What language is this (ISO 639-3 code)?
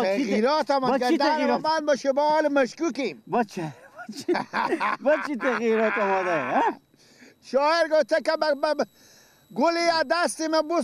fas